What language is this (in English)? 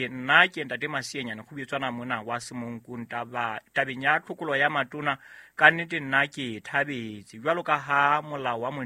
Southern Sotho